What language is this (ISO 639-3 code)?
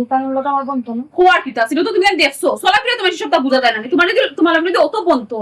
syl